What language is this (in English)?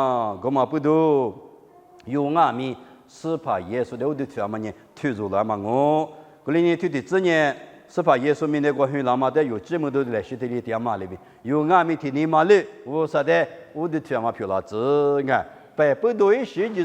Lisu